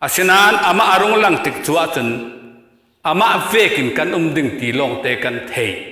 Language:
Falam Chin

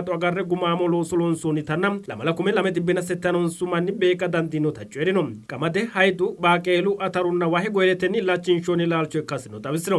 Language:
Sidamo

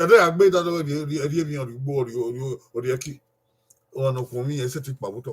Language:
Bini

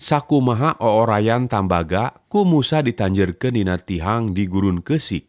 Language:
Sundanese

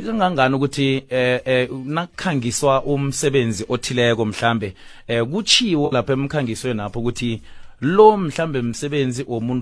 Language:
South Ndebele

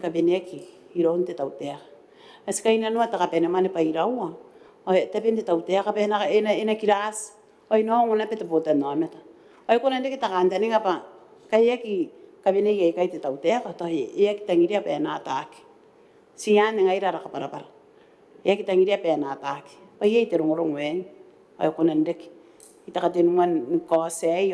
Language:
Gilbertese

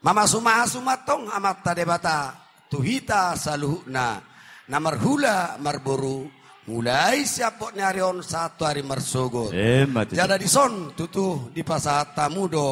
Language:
Batak Toba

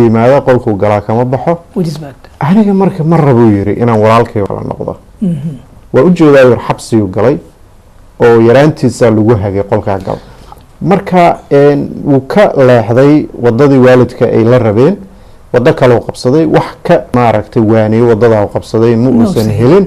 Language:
Somali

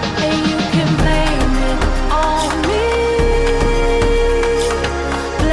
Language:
Swedish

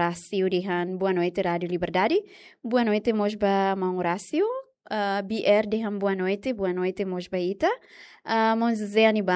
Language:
Tetum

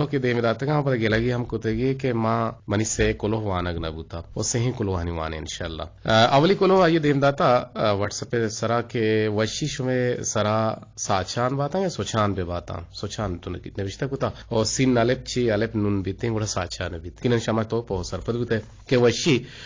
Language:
Eastern Balochi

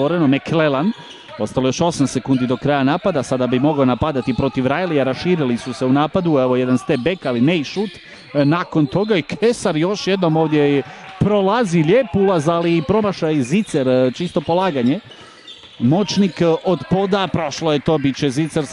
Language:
Croatian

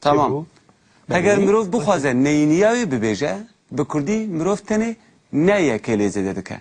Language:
Kurdish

